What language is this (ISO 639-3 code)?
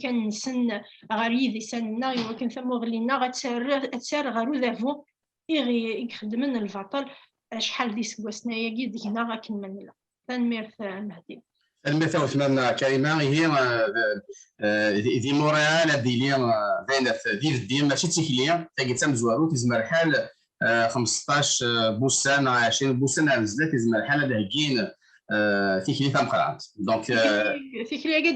kab